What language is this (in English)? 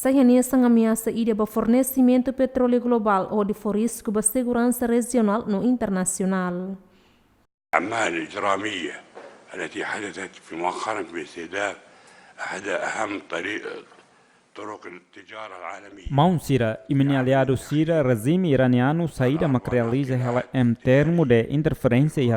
Tetum